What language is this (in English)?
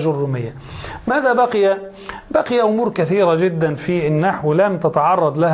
Arabic